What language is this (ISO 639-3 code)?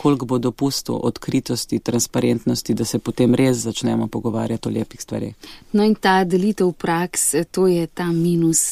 slv